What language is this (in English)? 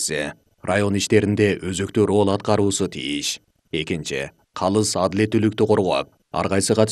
Kyrgyz